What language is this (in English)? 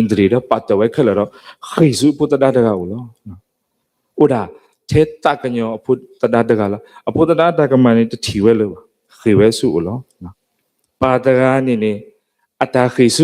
S'gaw Karen